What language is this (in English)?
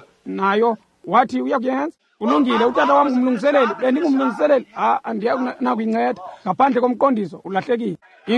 Xhosa